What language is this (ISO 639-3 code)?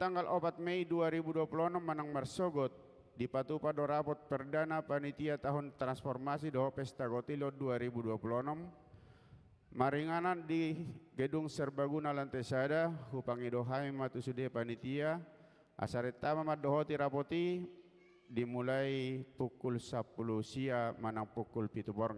bbc